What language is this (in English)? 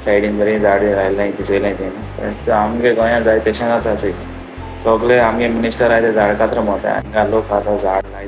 Konkani